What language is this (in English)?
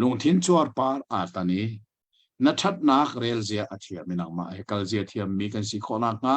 Hakha Chin